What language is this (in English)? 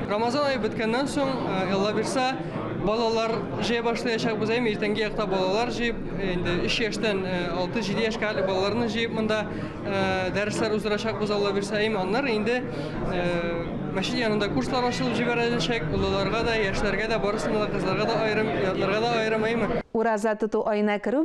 Tatar